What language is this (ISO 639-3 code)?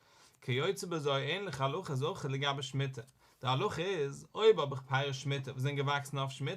yid